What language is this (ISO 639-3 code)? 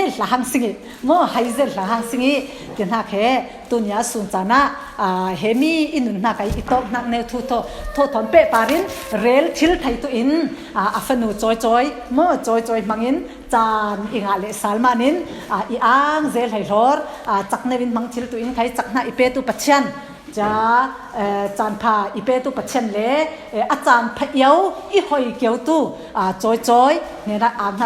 cfm